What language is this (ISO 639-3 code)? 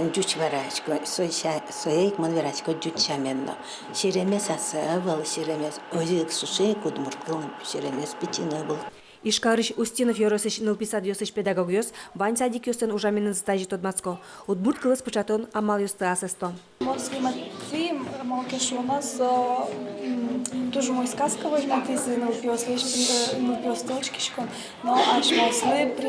udm